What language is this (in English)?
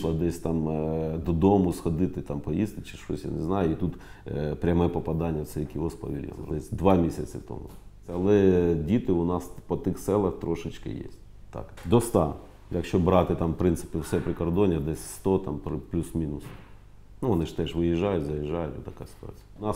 Ukrainian